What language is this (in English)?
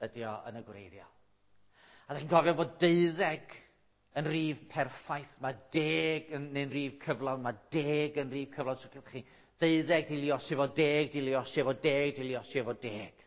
Welsh